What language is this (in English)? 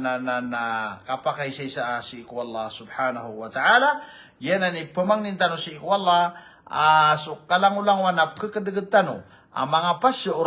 Maranao